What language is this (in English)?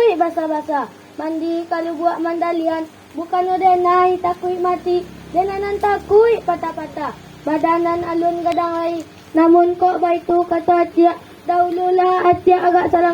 Minangkabau